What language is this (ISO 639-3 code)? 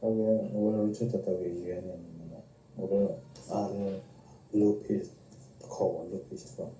ksw